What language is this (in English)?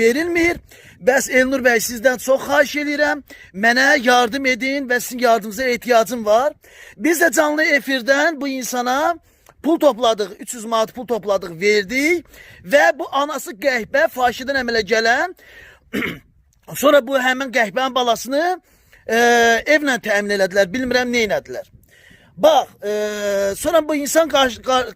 Azerbaijani